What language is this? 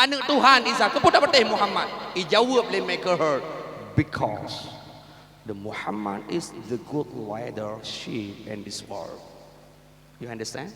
Achinese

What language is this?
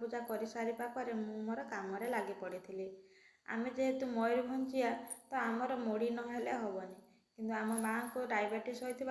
Odia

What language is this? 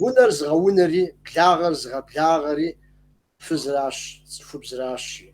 Kabardian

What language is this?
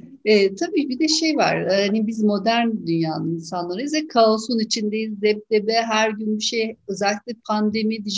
Turkish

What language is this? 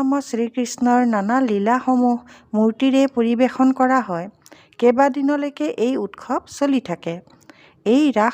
Assamese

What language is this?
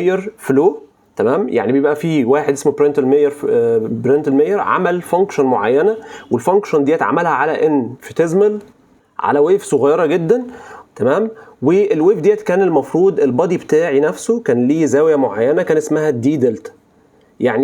Egyptian Arabic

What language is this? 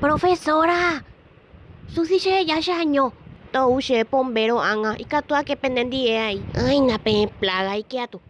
Guarani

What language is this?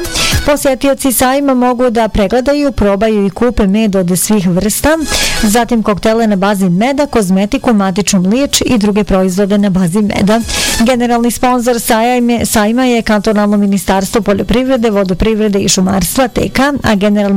Bosnian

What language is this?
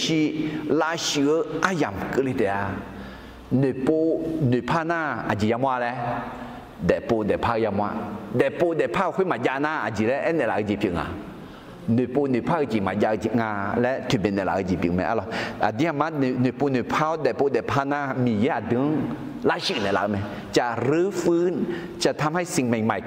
Akha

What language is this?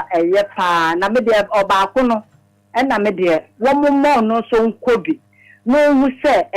Akan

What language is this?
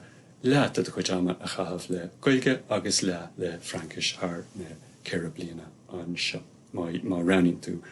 Irish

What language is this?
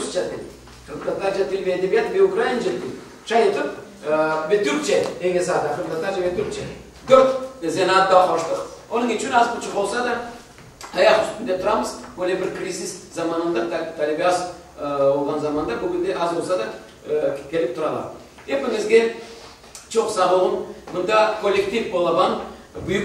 Crimean Tatar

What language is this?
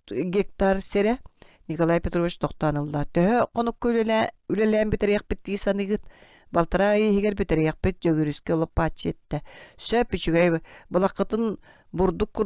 Yakut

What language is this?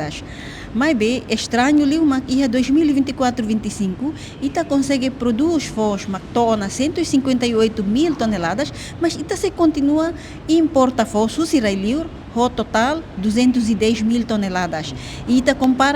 Tetum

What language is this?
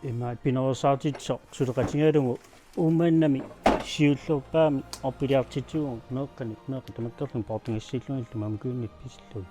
Kalaallisut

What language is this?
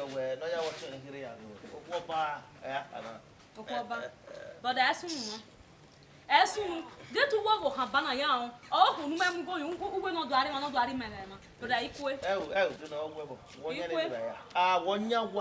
Bini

